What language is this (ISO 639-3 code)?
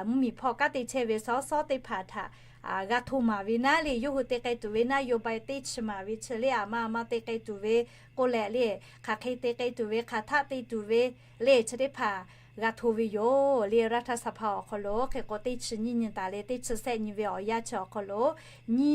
lhu